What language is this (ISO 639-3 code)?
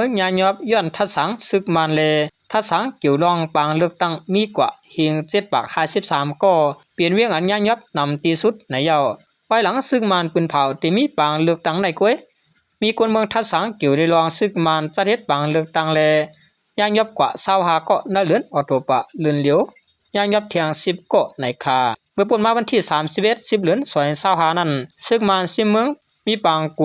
shn